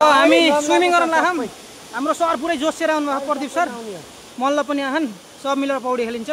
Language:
Nepali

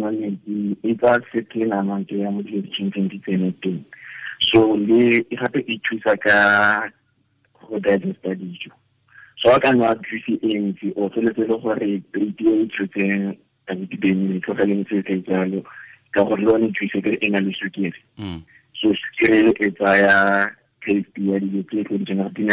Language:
Tswana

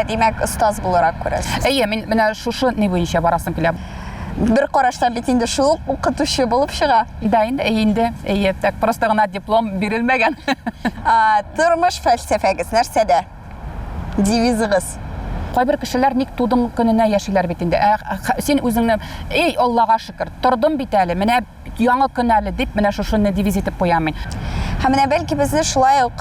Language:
Tatar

